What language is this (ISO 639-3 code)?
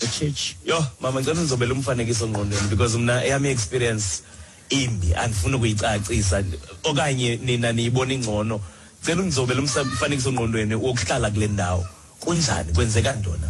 xho